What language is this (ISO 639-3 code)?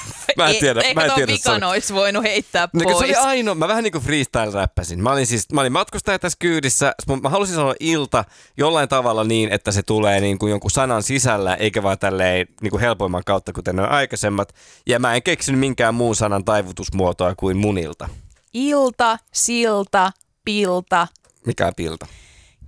fin